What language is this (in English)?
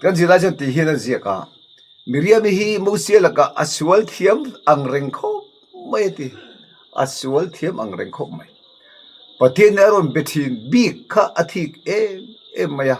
Mizo